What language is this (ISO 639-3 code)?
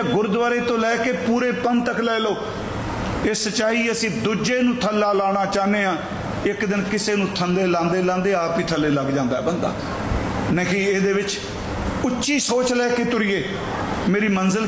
pan